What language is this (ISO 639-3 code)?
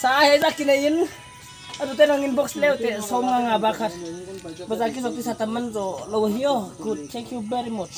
pck